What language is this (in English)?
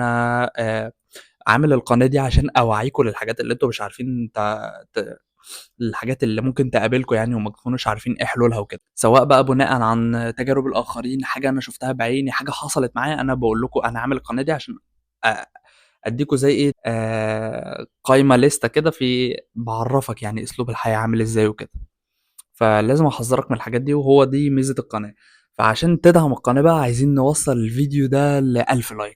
Egyptian Arabic